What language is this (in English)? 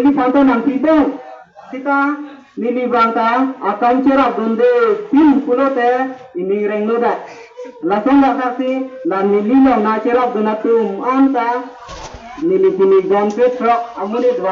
Karbi